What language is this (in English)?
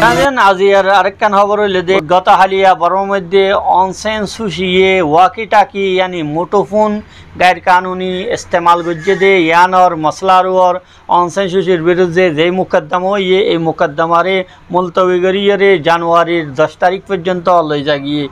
Rohingya